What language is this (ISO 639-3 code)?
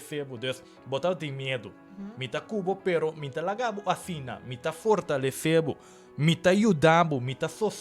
pap